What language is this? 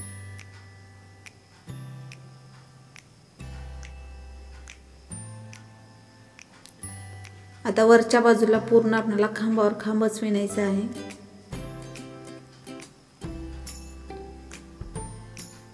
Marathi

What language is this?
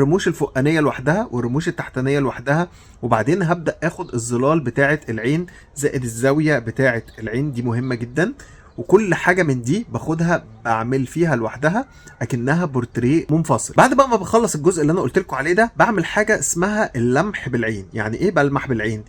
Egyptian Arabic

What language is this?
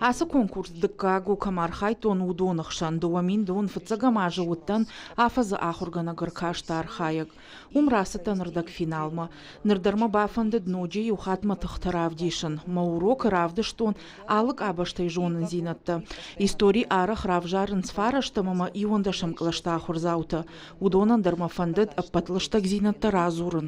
Ossetic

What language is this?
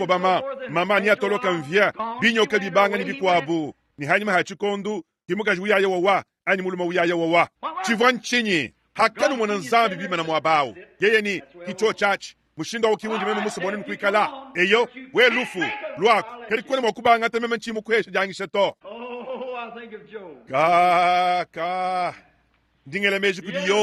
Luba-Lulua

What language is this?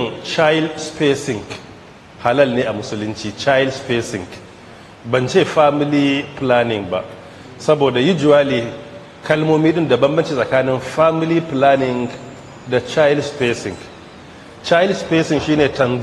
Hausa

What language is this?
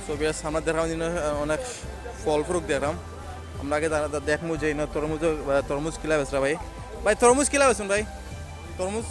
Sylheti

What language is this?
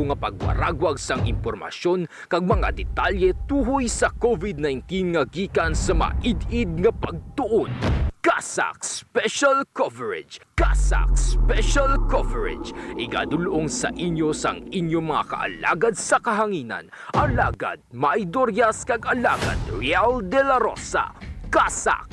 Hiligaynon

